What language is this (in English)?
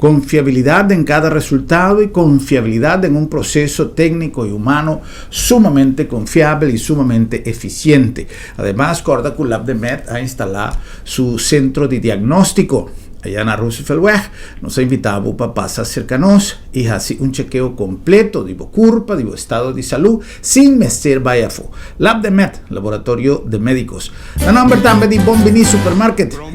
Papiamento